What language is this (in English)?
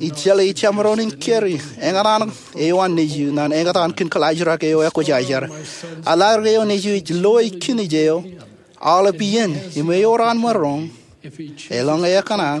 Marshallese